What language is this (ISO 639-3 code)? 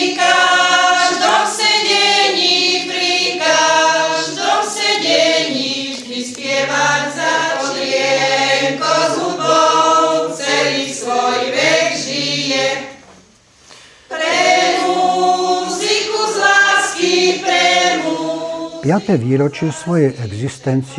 slk